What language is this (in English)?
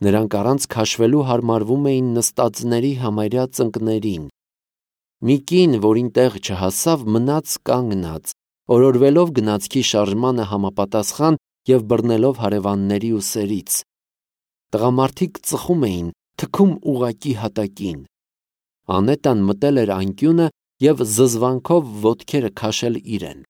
Armenian